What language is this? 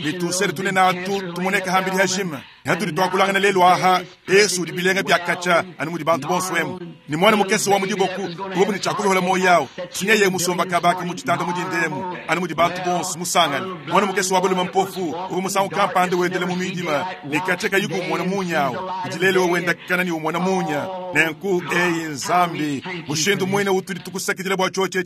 Luba-Lulua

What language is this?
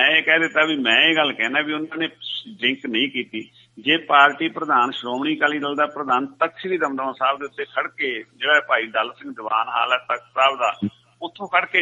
Punjabi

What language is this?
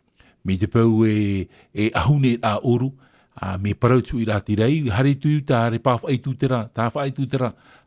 Tahitian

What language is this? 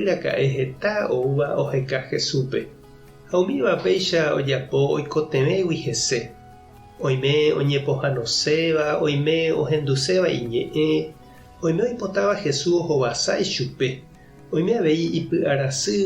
Guarani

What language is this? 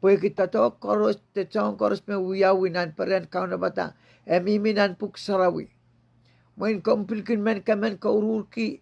Pohnpeian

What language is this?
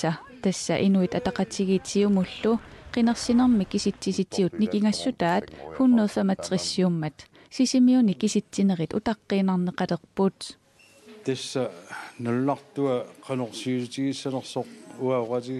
Kalaallisut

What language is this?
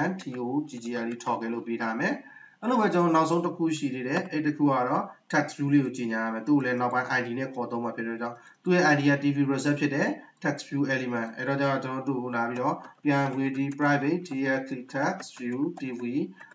Burmese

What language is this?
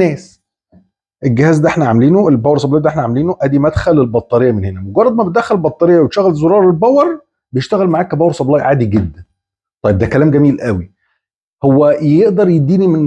Egyptian Arabic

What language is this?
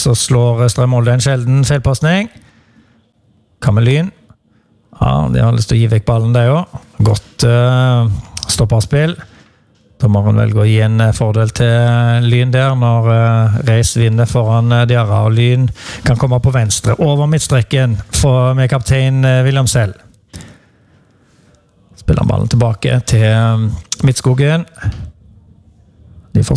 Norwegian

